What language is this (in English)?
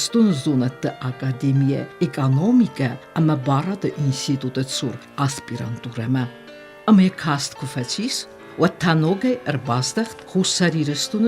Ossetic